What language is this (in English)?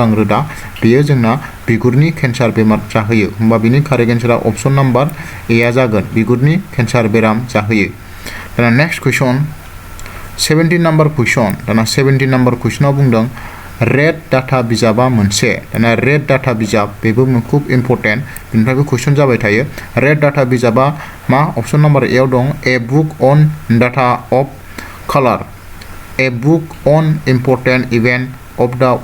Bodo